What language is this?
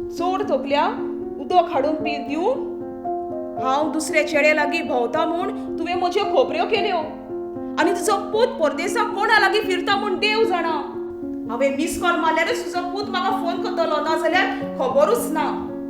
Konkani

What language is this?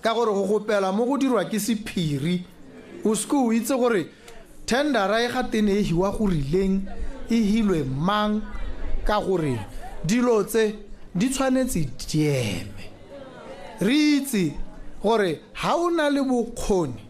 Tswana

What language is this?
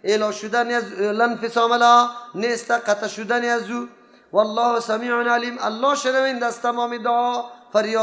Persian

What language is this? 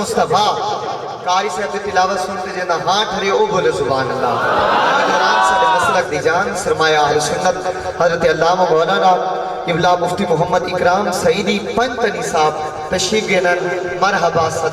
Saraiki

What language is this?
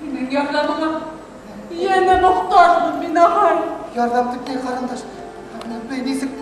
Bashkir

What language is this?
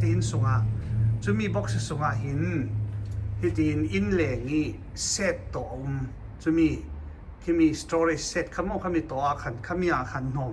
Falam Chin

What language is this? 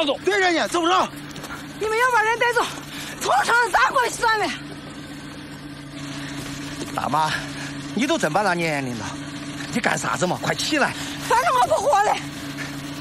Chinese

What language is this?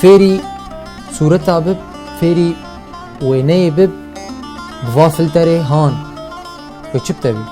Kurdish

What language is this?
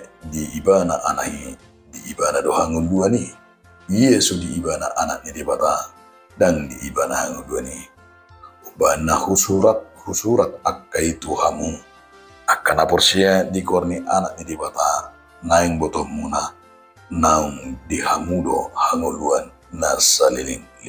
Batak Toba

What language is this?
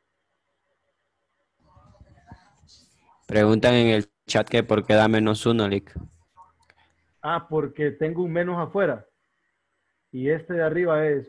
Spanish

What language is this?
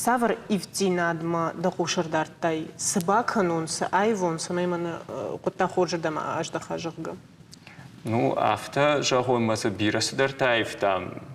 Ossetic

